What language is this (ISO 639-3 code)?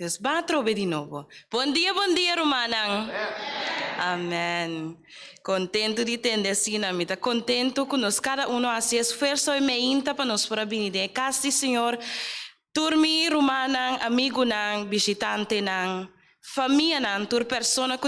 pap